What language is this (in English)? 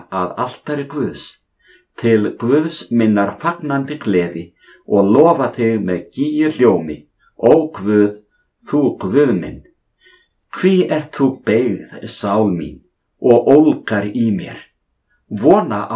Icelandic